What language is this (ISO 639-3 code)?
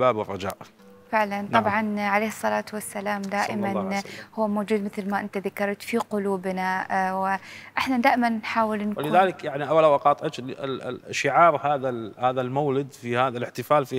acm